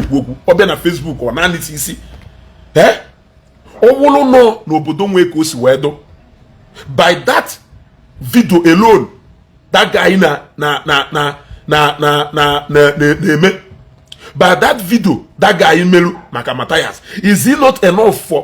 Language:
Igbo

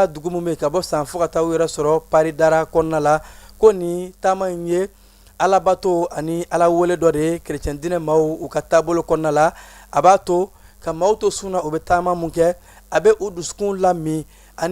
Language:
Bambara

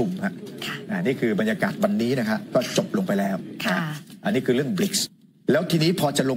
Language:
Thai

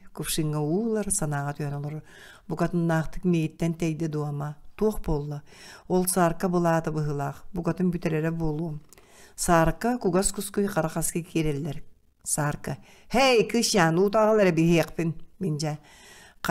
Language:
Yakut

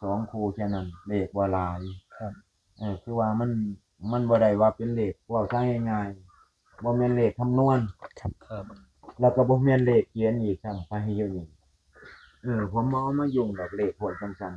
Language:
Northeastern Thai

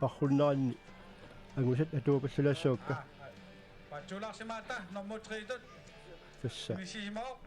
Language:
Kalaallisut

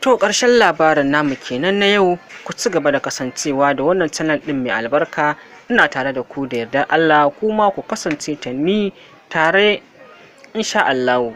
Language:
Hausa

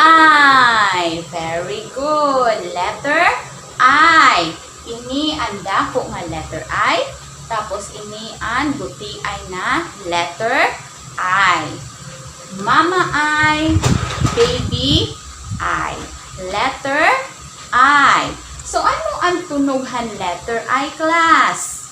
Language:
Waray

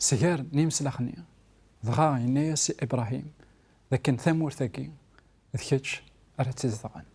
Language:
Kabyle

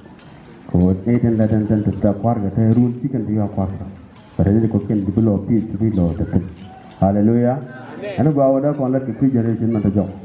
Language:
Nuer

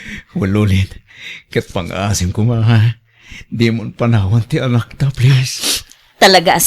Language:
Iloko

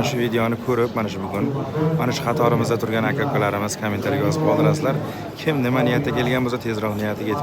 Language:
Uzbek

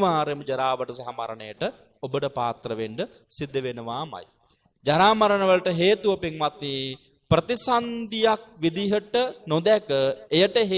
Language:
Sinhala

